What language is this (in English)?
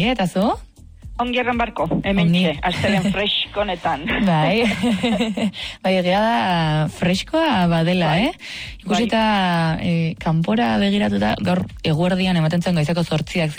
Basque